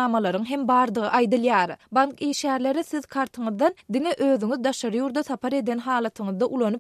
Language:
Turkmen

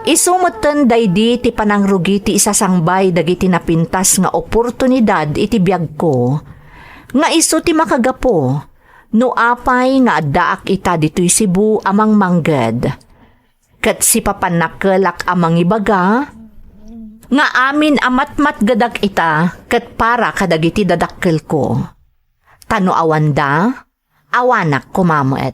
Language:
Iloko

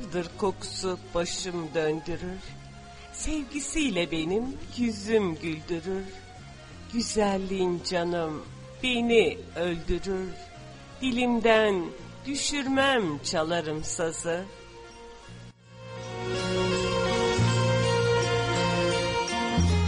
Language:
Turkish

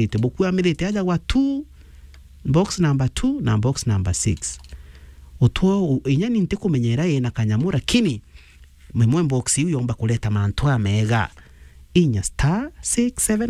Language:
Meru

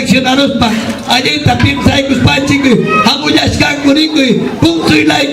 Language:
Ayacucho Quechua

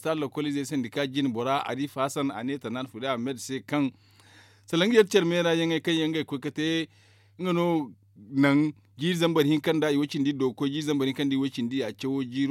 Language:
Zarma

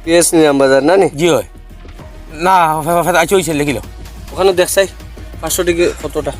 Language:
Sylheti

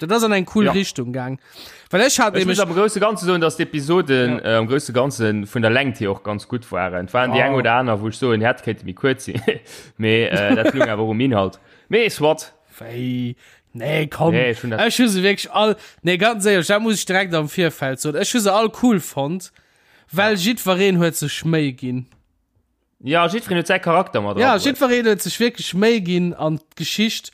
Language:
Luxembourgish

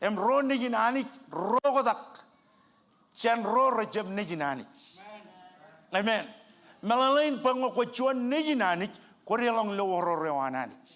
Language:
Marshallese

